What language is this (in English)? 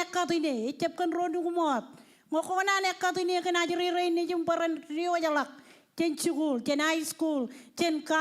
Marshallese